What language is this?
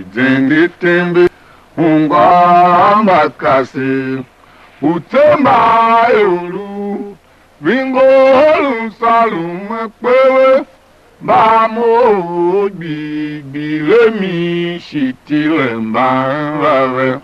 Tiv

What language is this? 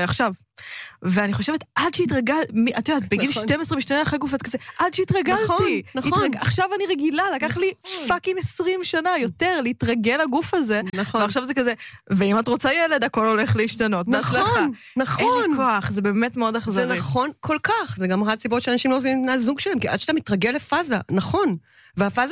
Hebrew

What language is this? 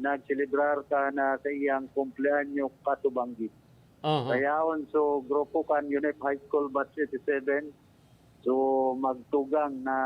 Bikol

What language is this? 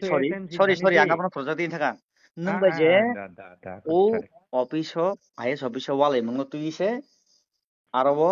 Kok Borok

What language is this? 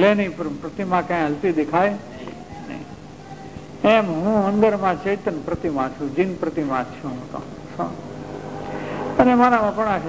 Gujarati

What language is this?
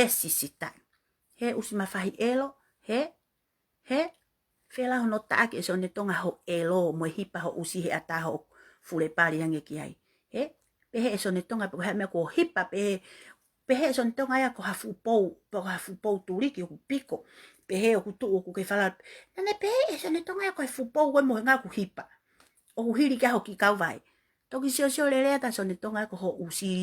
Tongan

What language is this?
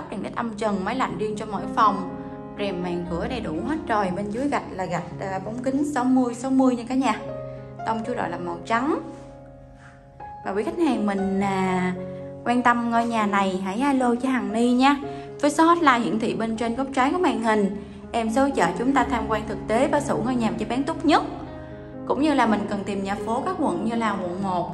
Vietnamese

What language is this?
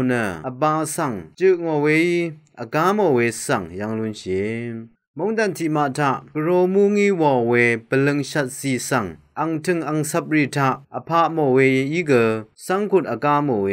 Rawang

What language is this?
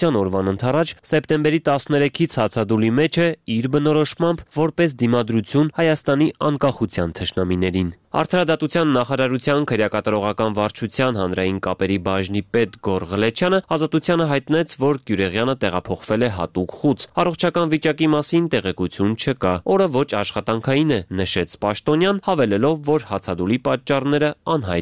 Armenian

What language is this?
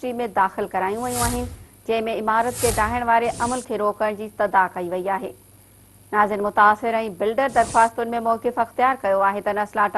Sindhi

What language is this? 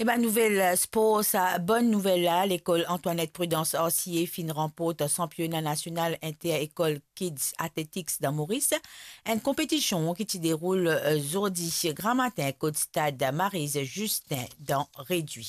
Morisyen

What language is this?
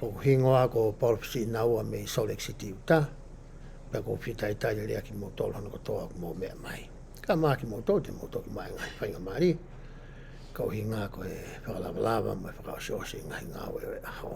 Tongan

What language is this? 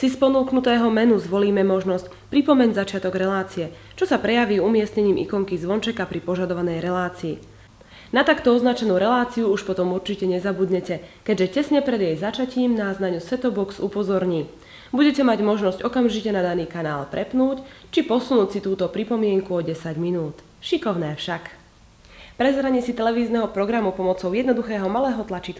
Slovak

